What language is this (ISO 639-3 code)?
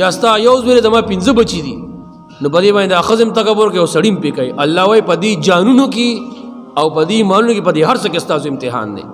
pus